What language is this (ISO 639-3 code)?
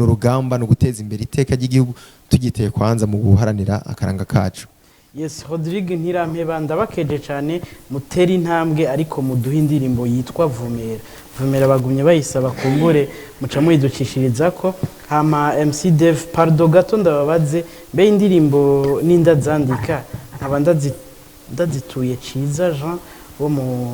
run